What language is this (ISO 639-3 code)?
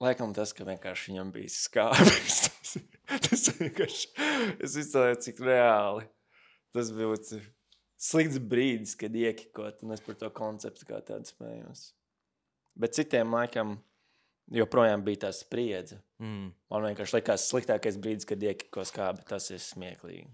lav